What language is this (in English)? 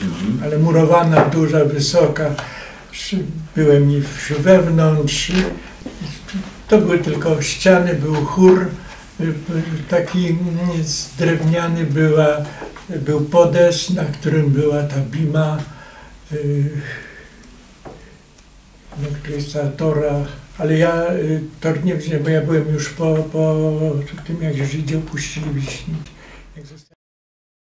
Polish